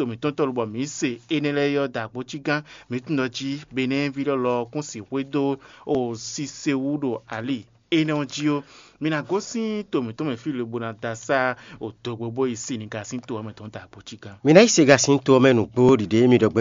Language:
Fon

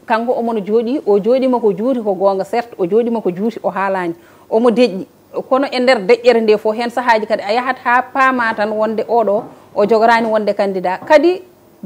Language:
Fula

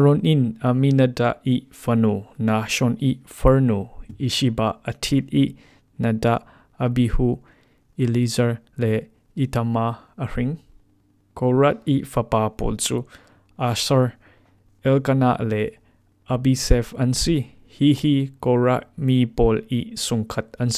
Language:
Falam Chin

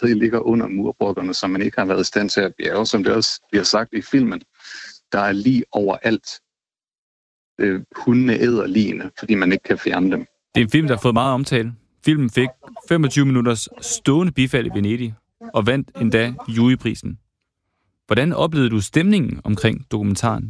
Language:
Danish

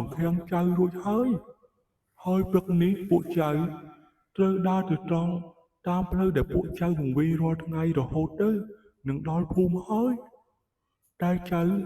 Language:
Khmer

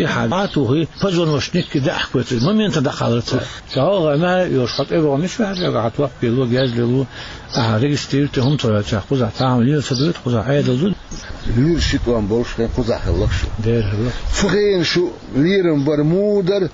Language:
Chechen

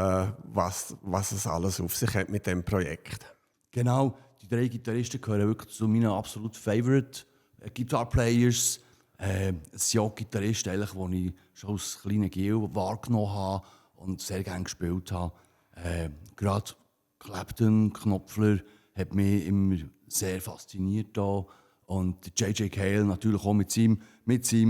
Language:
Swiss German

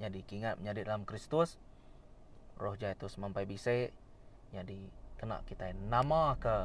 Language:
Iban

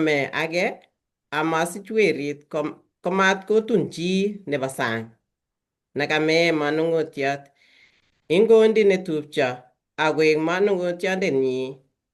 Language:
Kalenjin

